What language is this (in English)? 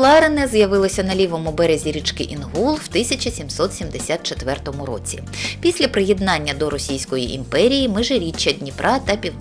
Ukrainian